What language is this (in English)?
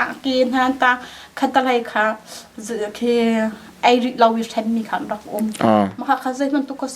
Hakha Chin